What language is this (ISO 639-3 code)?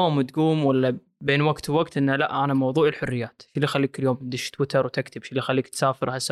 afb